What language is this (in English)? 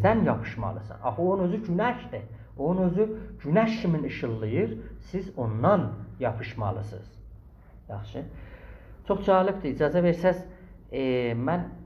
South Azerbaijani